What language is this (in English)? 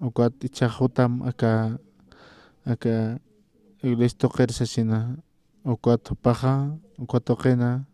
Aymara